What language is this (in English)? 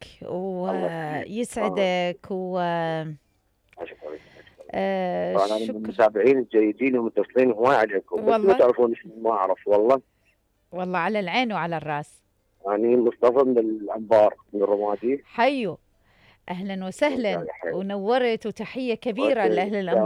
Mesopotamian Arabic